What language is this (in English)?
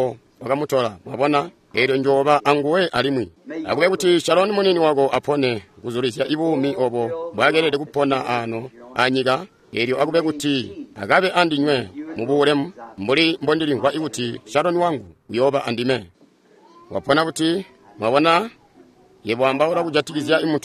Tonga (Zambia)